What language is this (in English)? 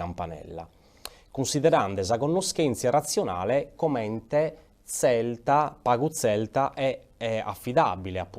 Sardinian